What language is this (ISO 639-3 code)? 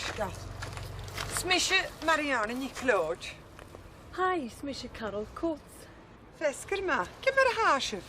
gla